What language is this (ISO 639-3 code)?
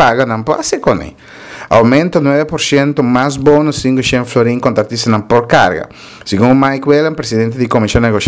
pap